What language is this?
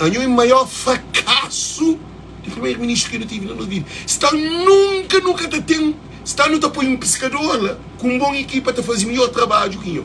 Kabuverdianu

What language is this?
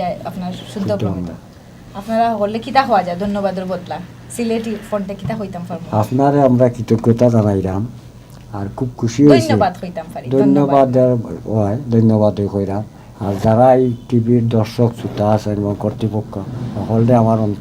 Sylheti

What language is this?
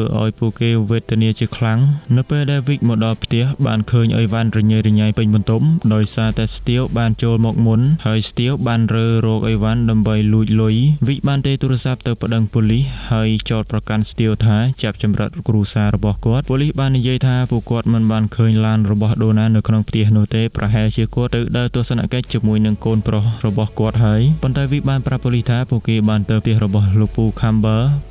Khmer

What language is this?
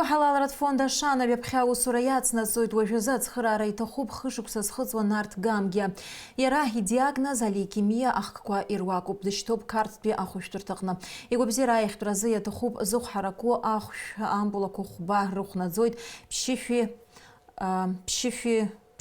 Abkhazian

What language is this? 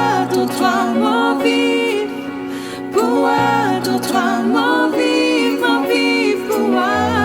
Morisyen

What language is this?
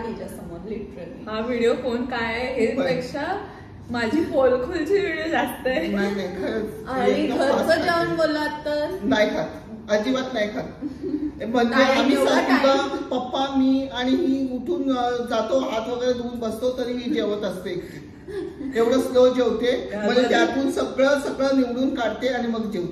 Marathi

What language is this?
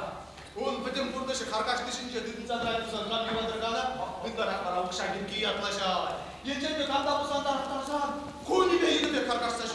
Chuvash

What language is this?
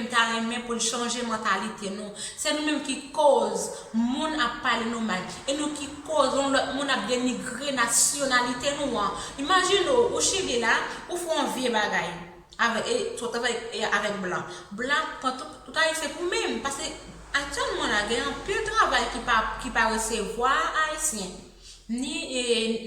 Haitian Creole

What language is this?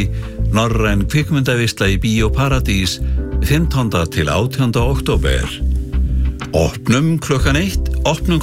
Icelandic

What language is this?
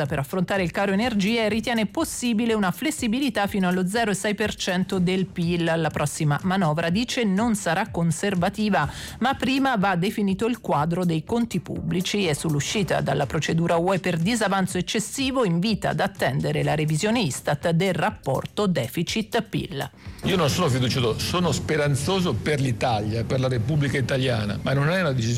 Italian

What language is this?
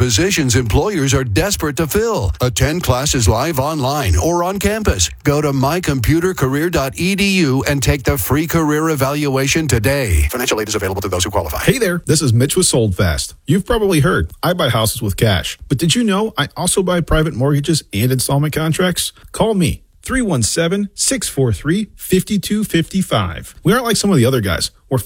English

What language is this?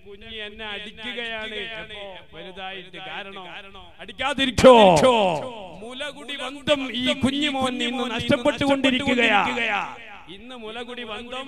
Malayalam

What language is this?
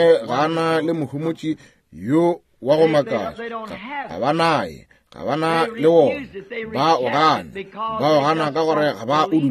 Northern Sotho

